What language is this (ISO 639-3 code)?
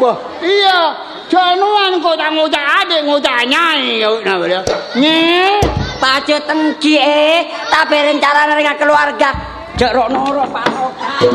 mad